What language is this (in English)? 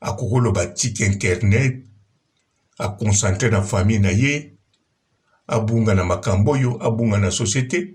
Lingala